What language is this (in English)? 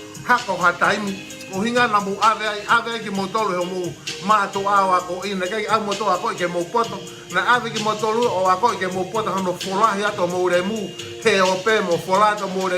Tongan